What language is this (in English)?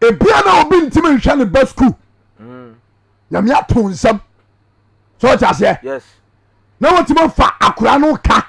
Akan